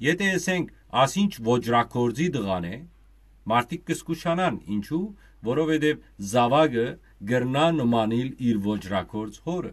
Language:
Western Armenian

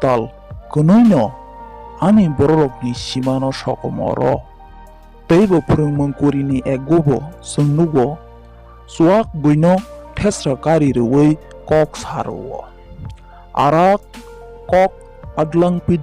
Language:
Kok Borok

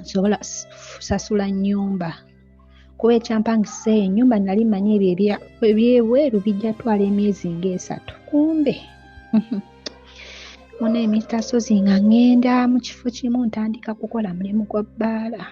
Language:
Ganda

